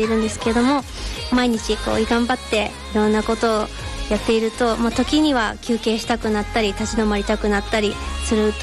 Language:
Japanese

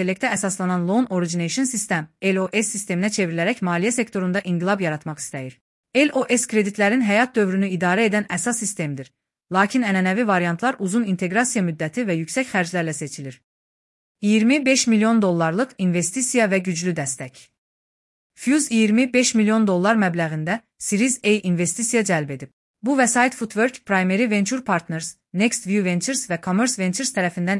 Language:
Azerbaijani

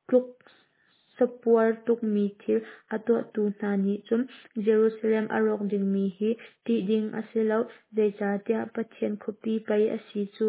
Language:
Hakha Chin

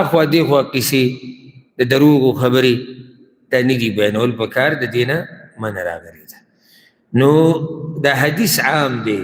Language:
Pashto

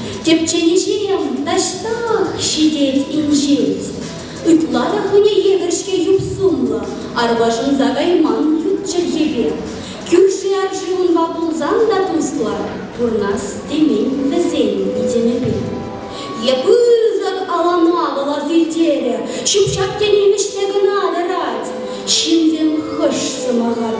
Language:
Chuvash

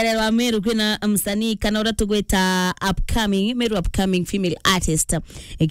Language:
Meru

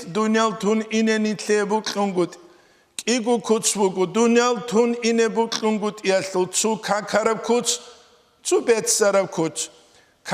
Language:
Avaric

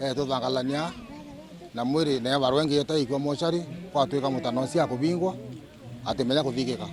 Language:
Meru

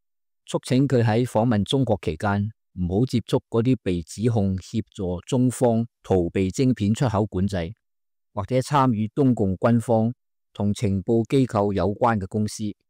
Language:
Cantonese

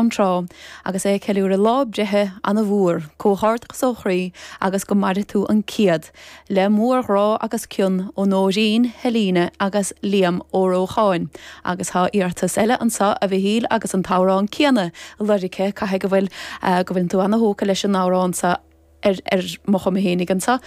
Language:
Irish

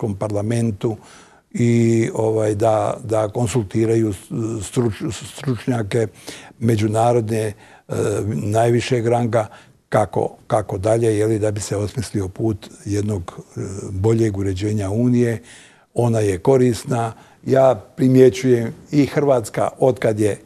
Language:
Bosnian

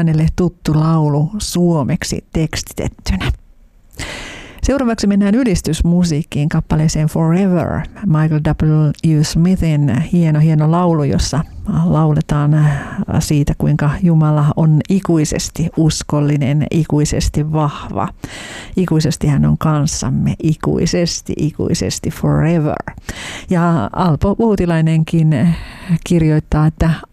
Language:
Finnish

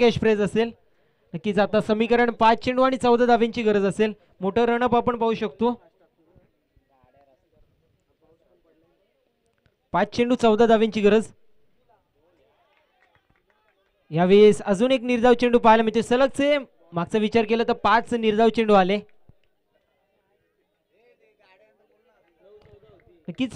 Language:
Marathi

